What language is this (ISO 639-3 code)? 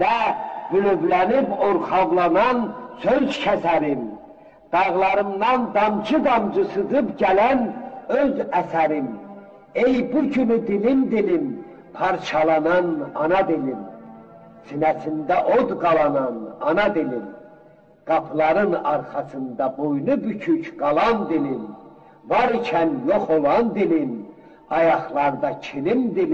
azb